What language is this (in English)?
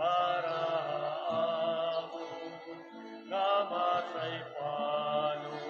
Waray